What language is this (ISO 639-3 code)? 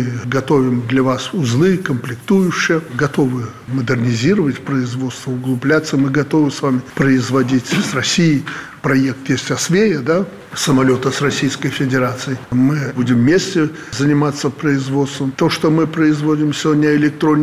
rus